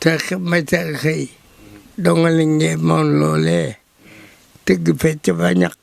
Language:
Wolof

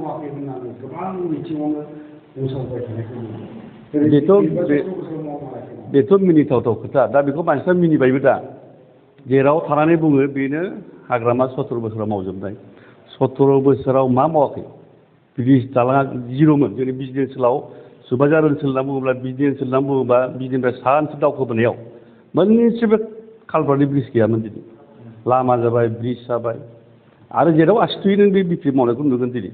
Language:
Bodo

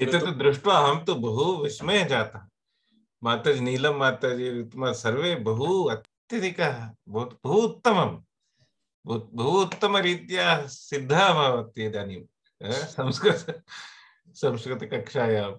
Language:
Sanskrit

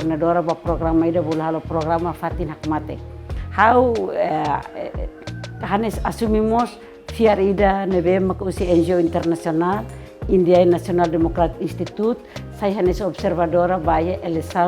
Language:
Tetum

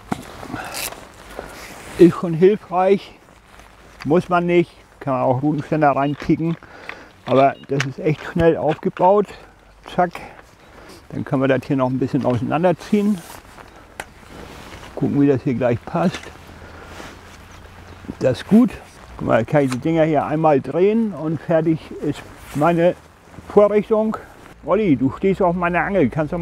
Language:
German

